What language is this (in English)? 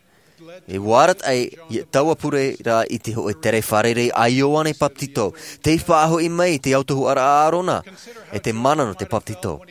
Tahitian